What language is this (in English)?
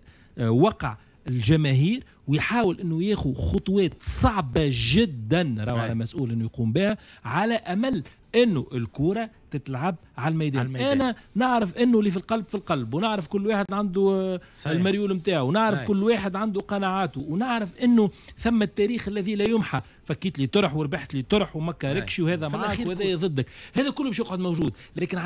Tunisian Arabic